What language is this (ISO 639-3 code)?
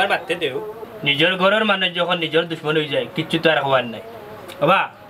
syl